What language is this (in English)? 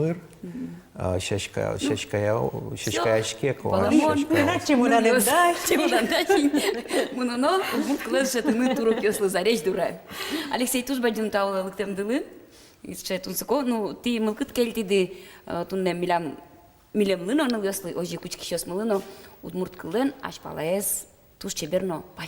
Udmurt